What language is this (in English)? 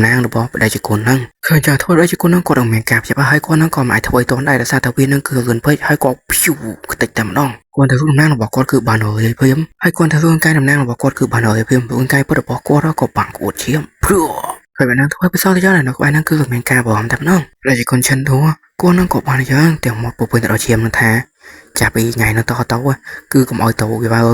Khmer